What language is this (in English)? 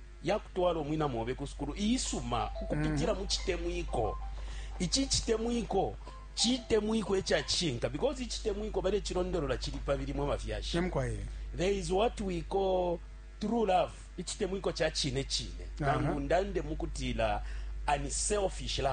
Bemba